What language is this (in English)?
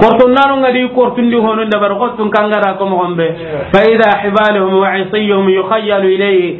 Soninke